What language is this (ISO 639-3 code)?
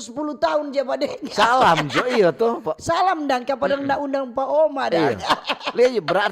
xmm